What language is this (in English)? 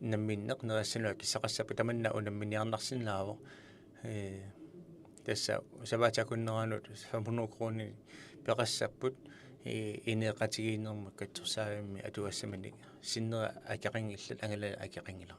Kalaallisut